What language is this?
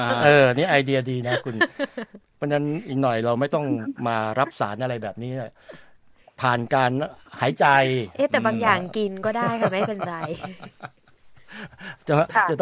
Thai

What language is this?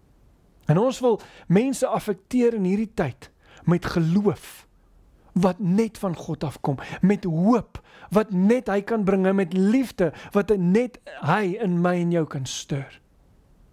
Afrikaans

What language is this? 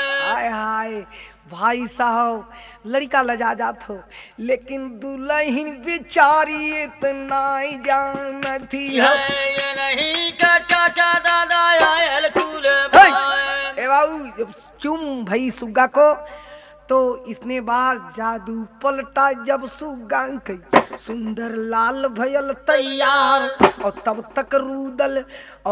Bhojpuri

